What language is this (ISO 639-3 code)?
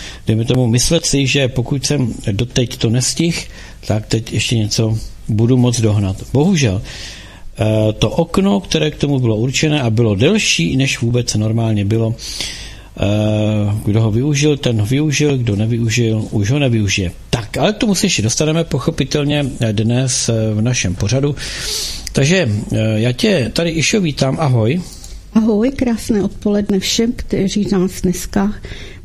ces